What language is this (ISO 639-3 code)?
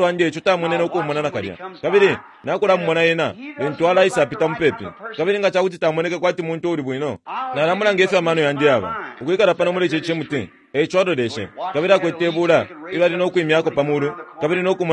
bem